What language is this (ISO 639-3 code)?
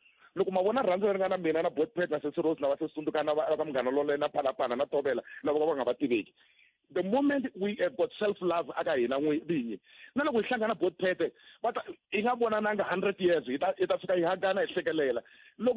tso